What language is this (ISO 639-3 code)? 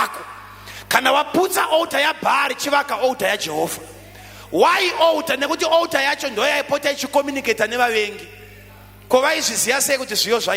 sna